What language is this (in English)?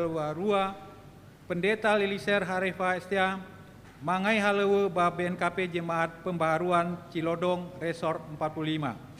Nias